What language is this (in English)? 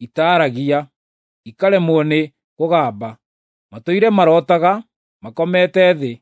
Kikuyu